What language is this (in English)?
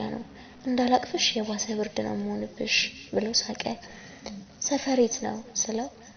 Amharic